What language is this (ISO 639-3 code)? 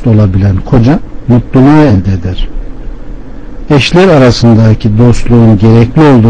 tur